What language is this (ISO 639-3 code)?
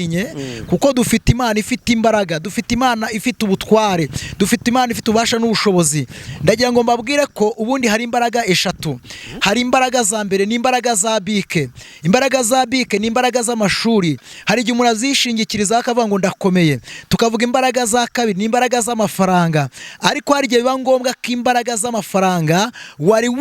kin